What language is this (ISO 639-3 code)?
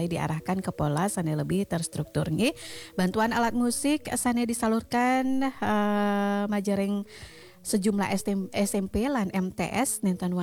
ban